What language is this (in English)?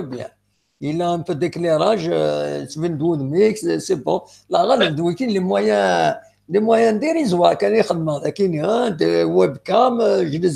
Kabyle